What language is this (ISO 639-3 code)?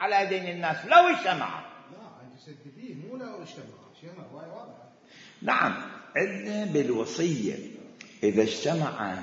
acm